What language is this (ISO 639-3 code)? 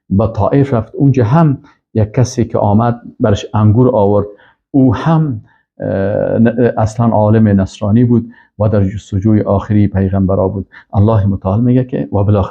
fas